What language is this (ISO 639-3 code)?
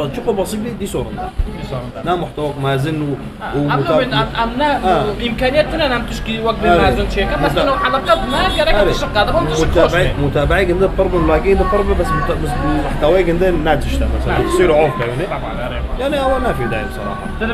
kur